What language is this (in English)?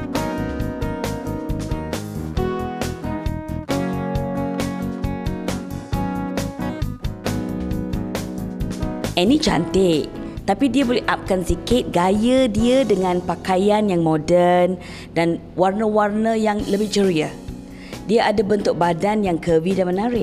Malay